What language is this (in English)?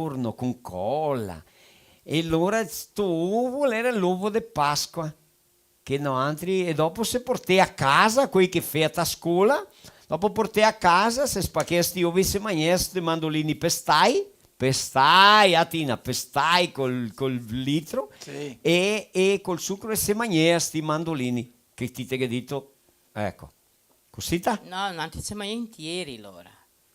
Venetian